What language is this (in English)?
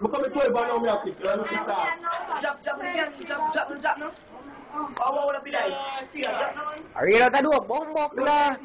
Jamaican Creole English